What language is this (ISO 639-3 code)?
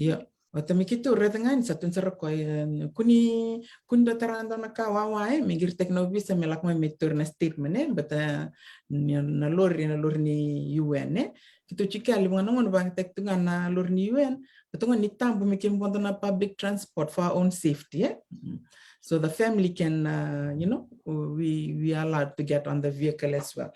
fij